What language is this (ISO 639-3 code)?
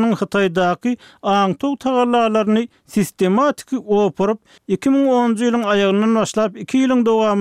tuk